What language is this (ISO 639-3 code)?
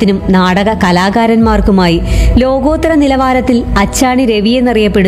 mal